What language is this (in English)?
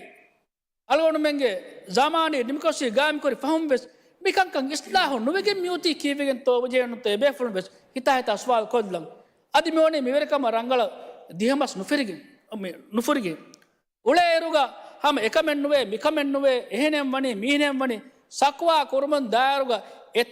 Divehi